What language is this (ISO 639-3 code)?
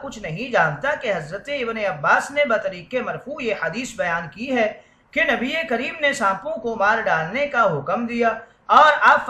urd